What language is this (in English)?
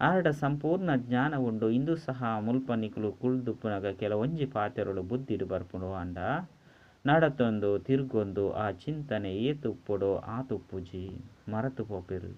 Tulu